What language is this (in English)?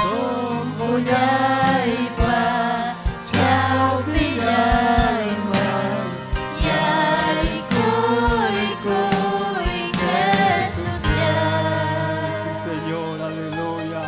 Ayacucho Quechua